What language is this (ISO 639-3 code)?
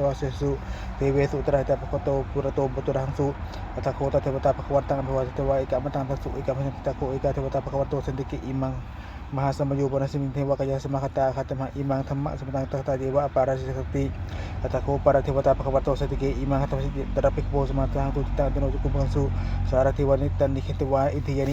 pli